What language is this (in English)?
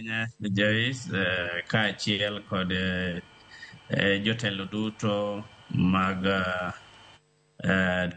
Luo (Kenya and Tanzania)